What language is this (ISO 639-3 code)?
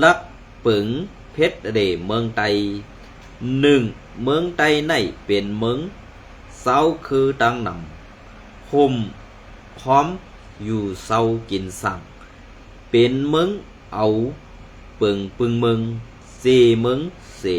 shn